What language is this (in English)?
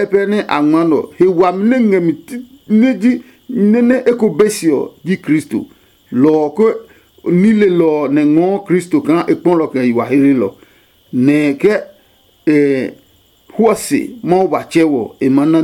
Adangme